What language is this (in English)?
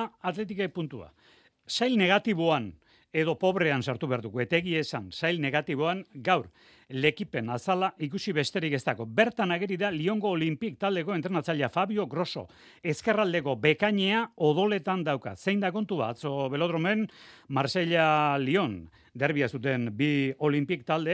Basque